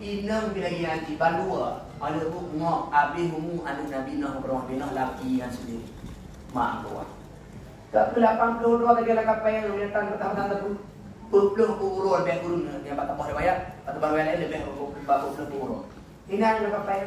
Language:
Achinese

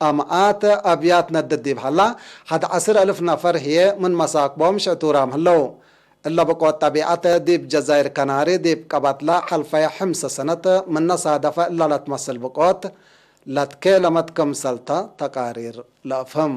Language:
Tigre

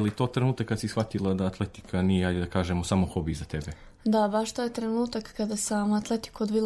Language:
Serbian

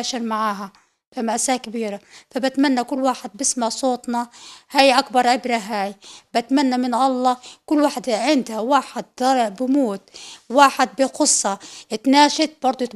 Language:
North Levantine Arabic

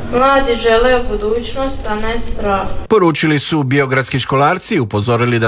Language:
Croatian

